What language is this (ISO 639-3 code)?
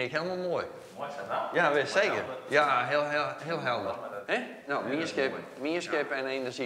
fry